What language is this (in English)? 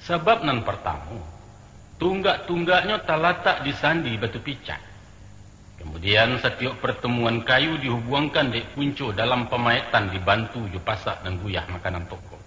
Minangkabau